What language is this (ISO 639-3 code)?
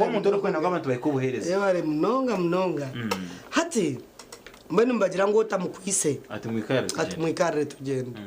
nyn